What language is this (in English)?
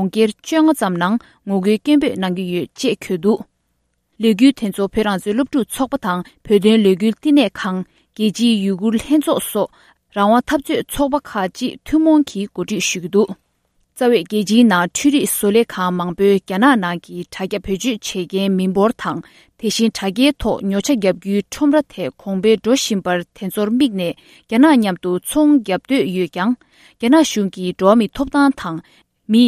Tibetan